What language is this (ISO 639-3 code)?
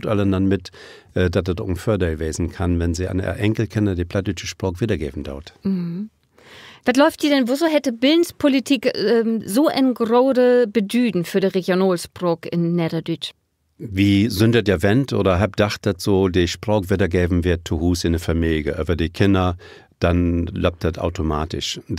nds